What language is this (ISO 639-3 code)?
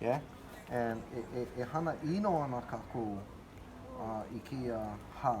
haw